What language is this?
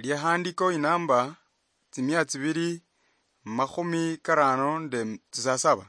Luyia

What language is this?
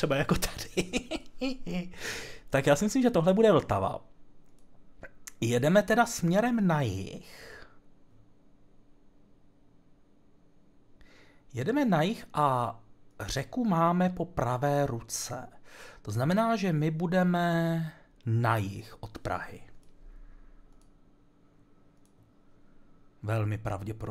Czech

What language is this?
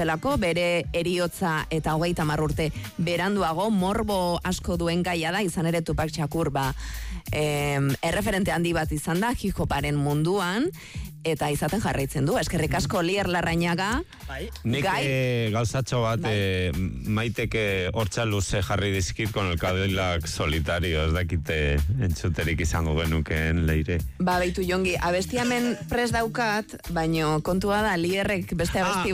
Basque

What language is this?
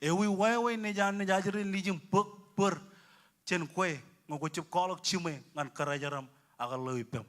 Marshallese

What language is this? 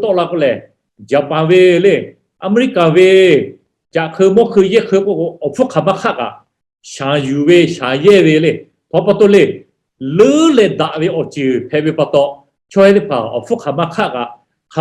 Lahu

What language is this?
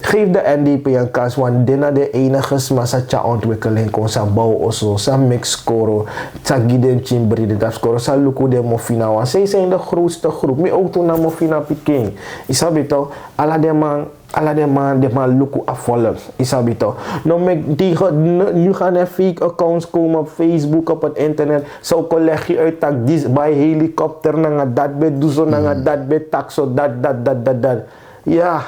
Sranan Tongo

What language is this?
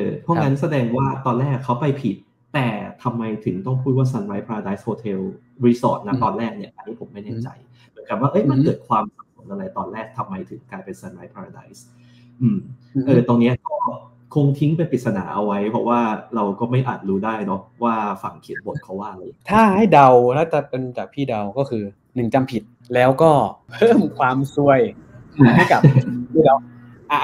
Thai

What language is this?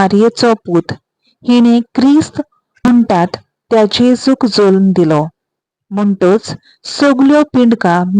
Konkani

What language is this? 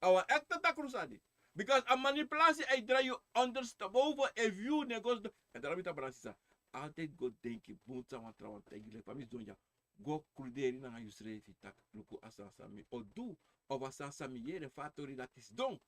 Sranan Tongo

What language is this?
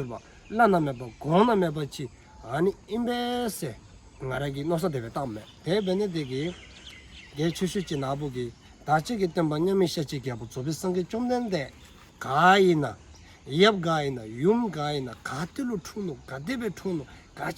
Dzongkha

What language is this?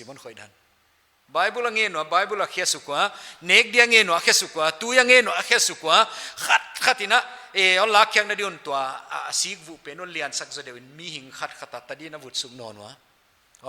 Paite Chin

